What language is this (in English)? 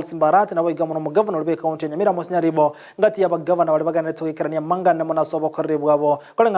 Gusii